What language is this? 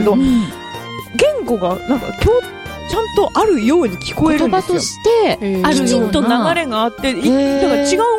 Japanese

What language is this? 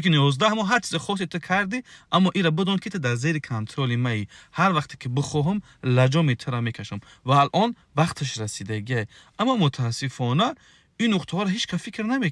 Tajik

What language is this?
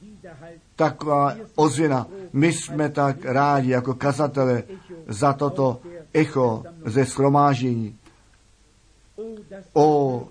Czech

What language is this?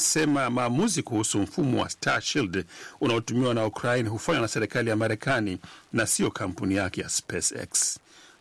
Swahili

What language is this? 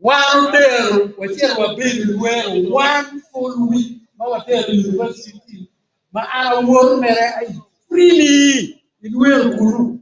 Acoli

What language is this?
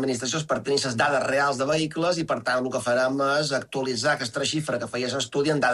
Catalan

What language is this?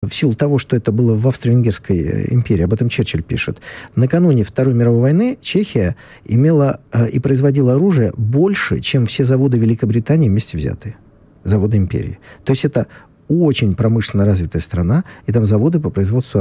Russian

